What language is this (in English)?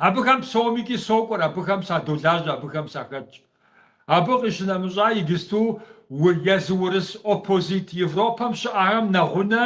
Kabardian